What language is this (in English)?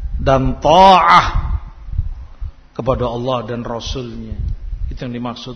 Indonesian